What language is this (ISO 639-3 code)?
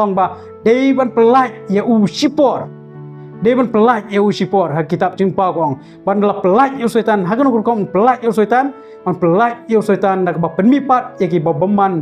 kha